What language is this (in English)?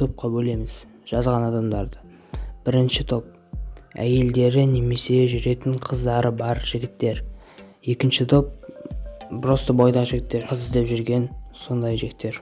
Kazakh